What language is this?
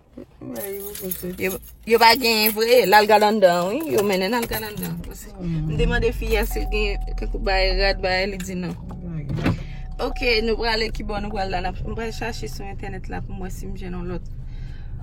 Haitian Creole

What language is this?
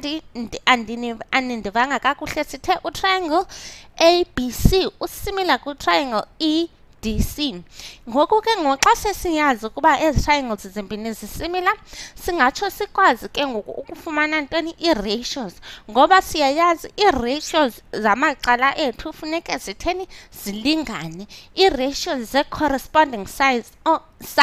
Xhosa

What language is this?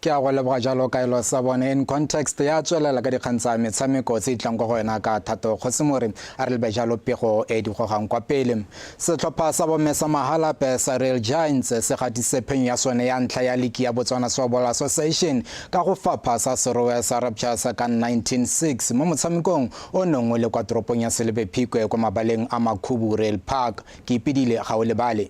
Tswana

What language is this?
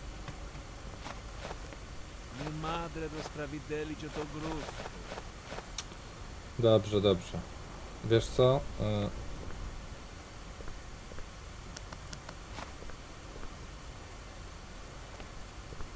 Polish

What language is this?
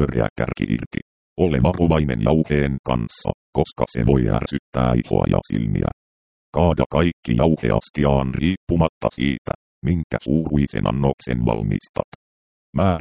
Finnish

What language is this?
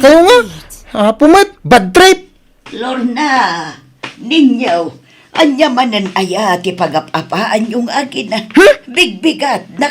Iloko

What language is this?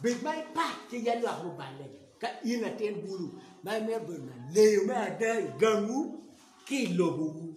Acoli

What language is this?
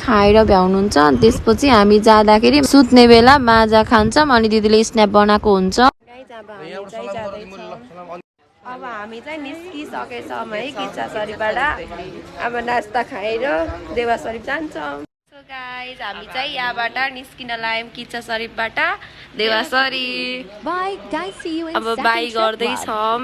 Nepali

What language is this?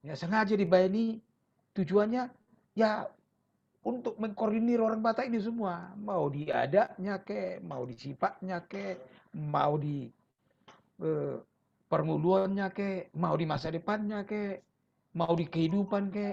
Batak Toba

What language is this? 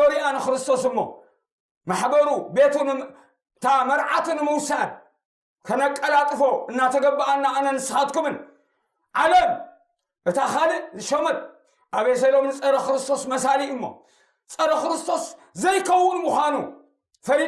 Tigrinya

